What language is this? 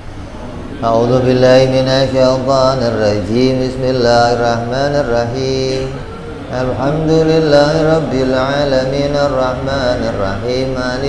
Indonesian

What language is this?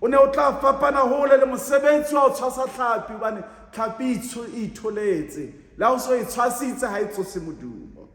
Southern Sotho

